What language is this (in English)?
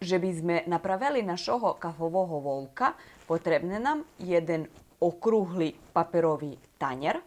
Rusyn